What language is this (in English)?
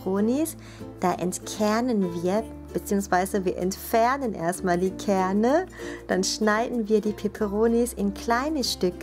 German